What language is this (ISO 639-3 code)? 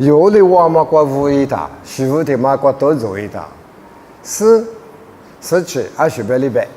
lis